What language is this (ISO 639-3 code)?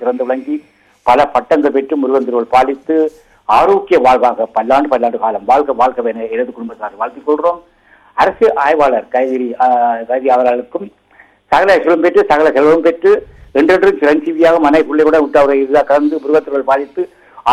tam